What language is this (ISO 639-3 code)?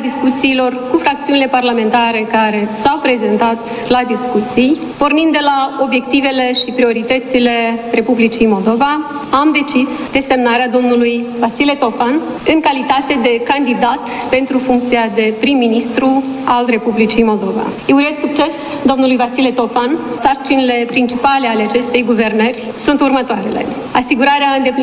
ron